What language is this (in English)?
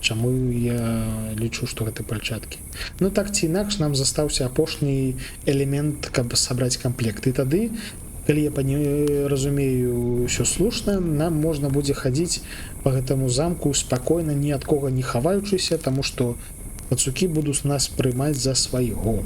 Belarusian